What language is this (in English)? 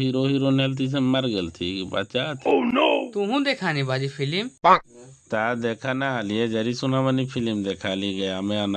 Magahi